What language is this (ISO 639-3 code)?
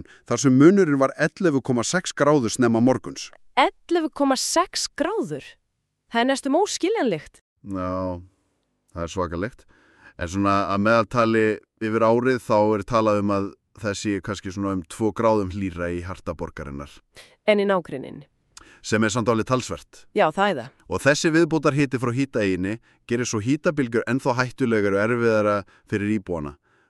isl